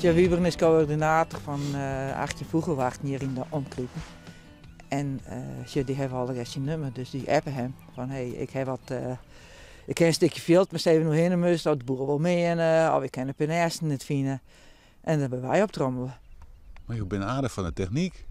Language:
Western Frisian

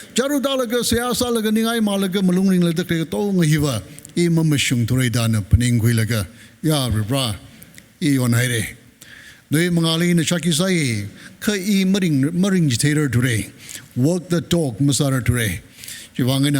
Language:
Tangkhul Naga (India)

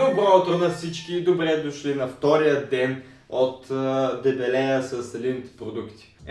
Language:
Bulgarian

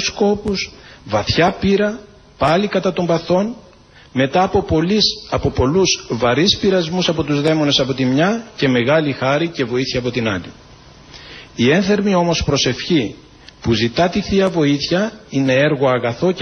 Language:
Greek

